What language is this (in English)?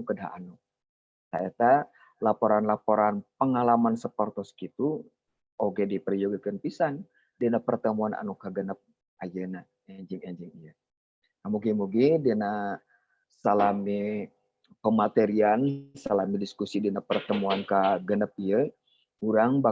Sundanese